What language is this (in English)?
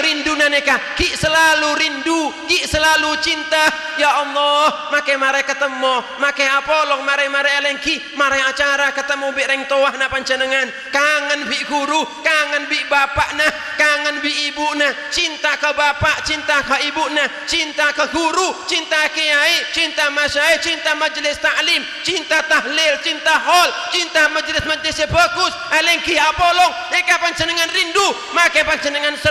Madurese